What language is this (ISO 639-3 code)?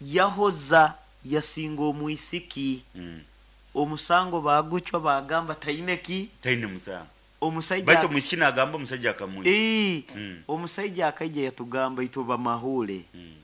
nyo